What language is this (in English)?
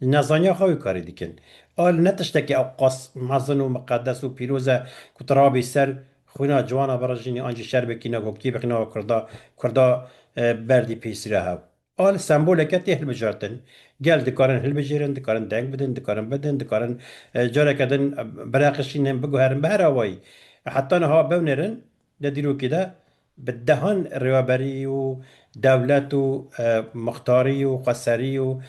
Kurdish